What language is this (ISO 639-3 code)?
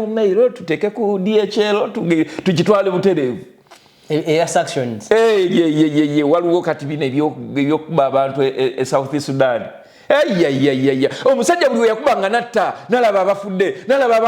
lug